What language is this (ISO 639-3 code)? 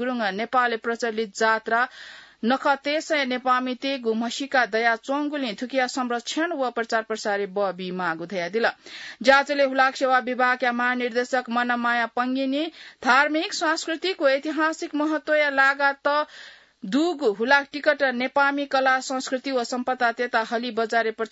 new